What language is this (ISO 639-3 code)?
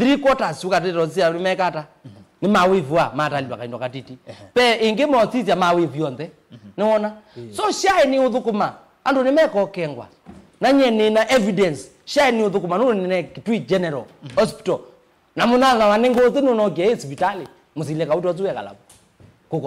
kam